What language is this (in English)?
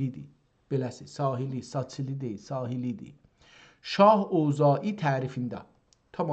South Azerbaijani